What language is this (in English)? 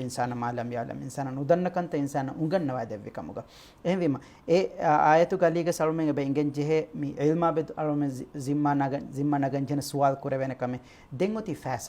Divehi